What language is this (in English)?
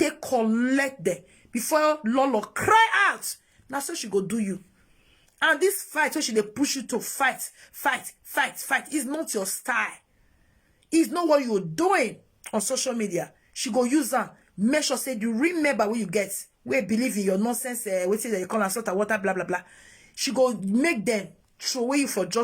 Nigerian Pidgin